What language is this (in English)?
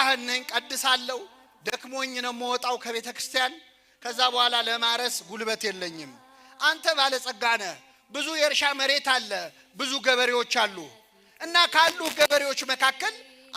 Amharic